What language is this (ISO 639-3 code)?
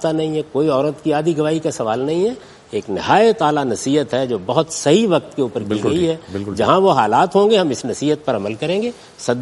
urd